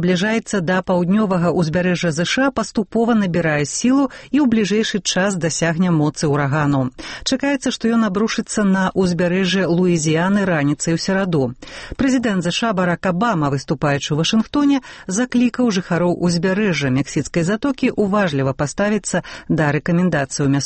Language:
Belarusian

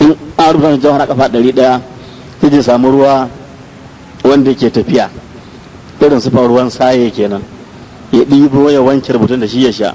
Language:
Hausa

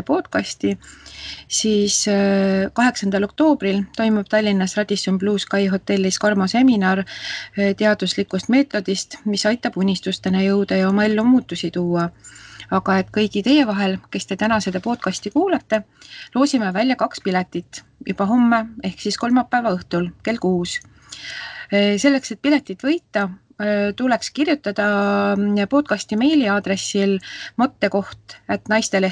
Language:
Estonian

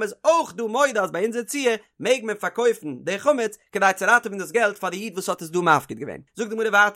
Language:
Yiddish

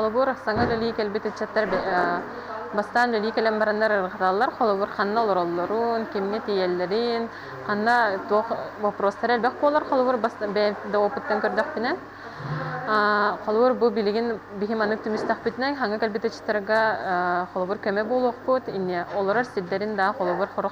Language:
Yakut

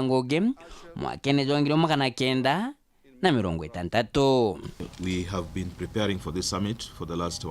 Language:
Meru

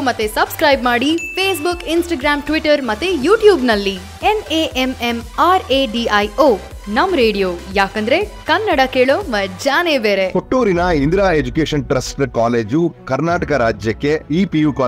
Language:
Kannada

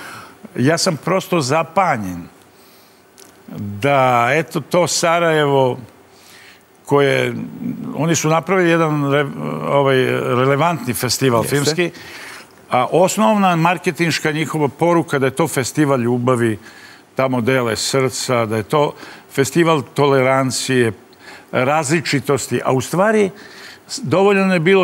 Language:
Serbian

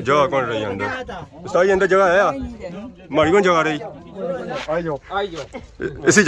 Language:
Pahari-Potwari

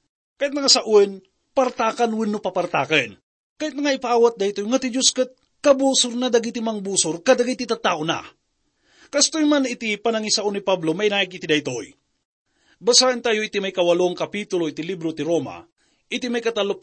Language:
Iloko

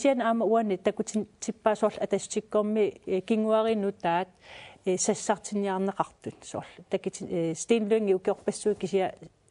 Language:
Kalaallisut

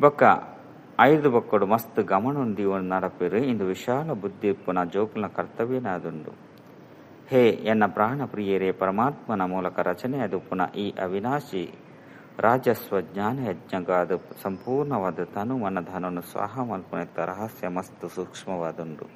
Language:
Tulu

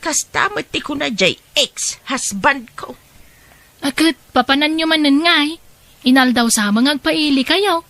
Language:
Iloko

